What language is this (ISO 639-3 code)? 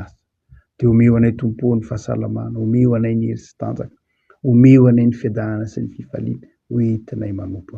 mlg